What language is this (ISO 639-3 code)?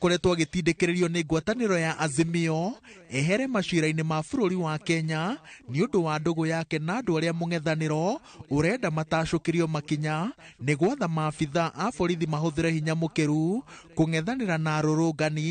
kik